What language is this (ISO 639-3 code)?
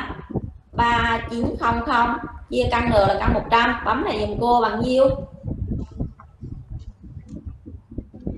vie